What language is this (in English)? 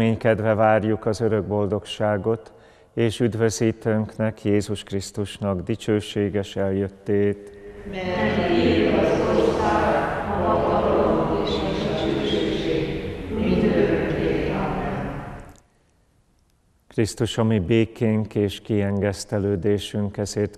Hungarian